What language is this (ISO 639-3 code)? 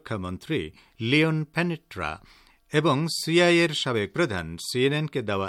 ben